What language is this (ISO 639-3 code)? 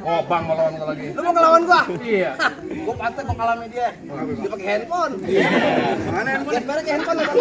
bew